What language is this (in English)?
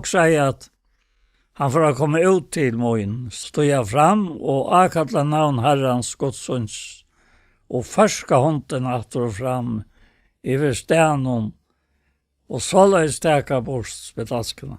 Faroese